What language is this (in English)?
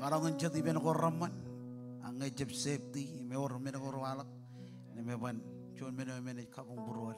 Marshallese